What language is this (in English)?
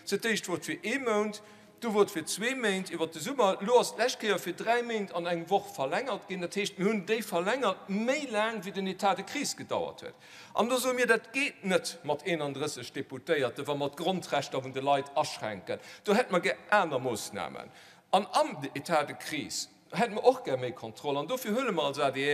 Luxembourgish